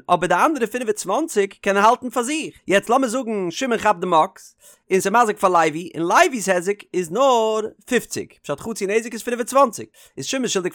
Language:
Yiddish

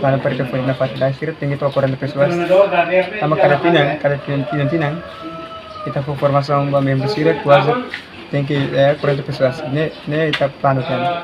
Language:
Tetum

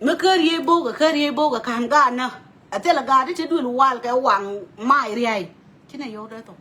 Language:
Nuer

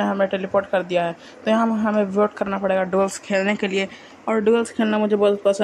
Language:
Hindi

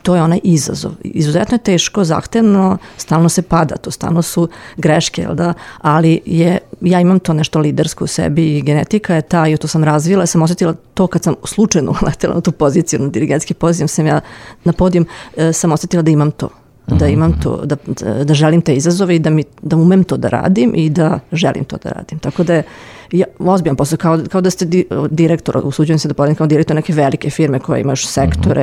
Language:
Serbian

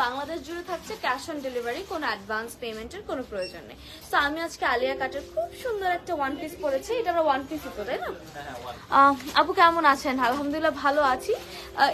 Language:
Bangla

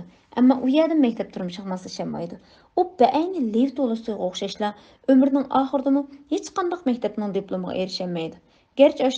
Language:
Uyghur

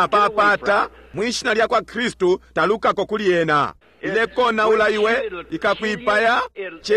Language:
Bemba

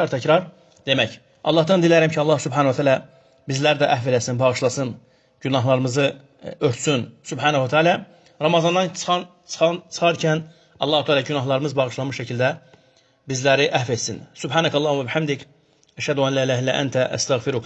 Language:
Azerbaijani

